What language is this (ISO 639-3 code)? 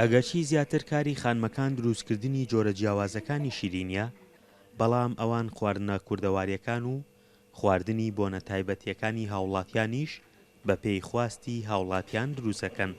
ckb